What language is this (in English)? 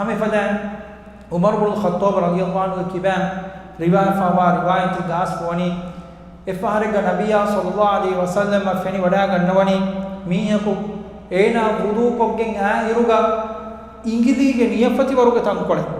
Divehi